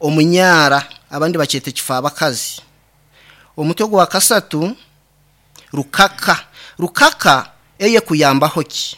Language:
Nyankole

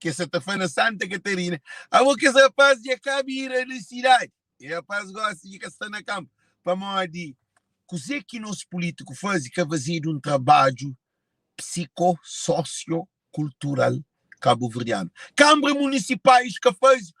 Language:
Kabuverdianu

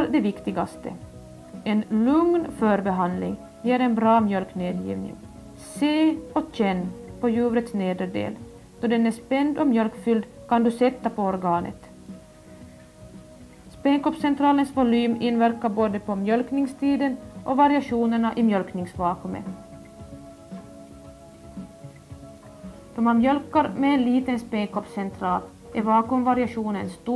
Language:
Swedish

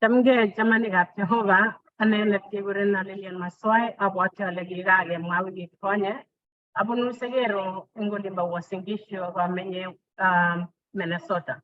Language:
Kalenjin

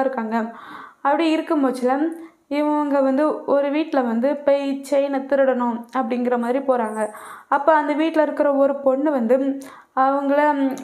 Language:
Tamil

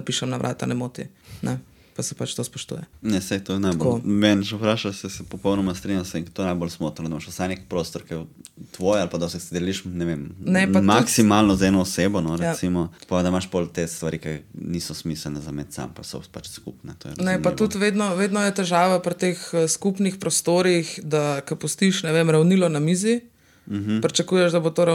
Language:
Slovenian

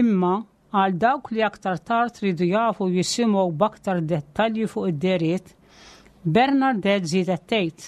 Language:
Maltese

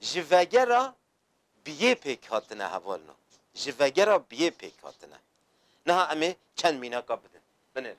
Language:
Kurdish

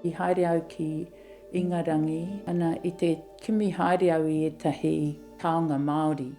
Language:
Māori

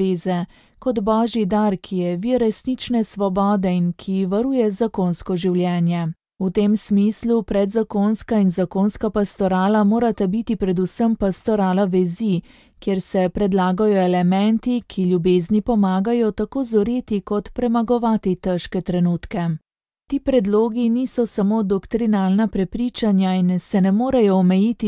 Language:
Slovenian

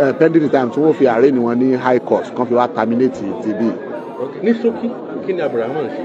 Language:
Yoruba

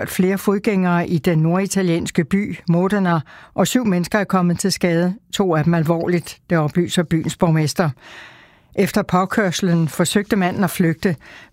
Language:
Danish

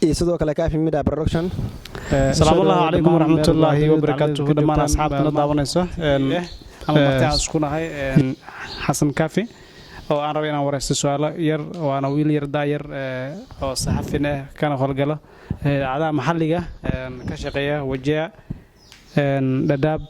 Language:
Somali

